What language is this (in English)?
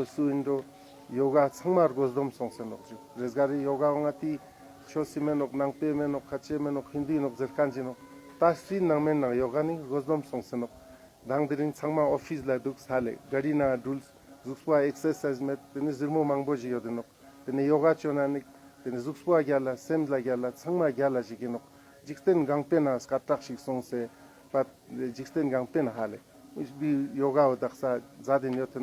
Ladakhi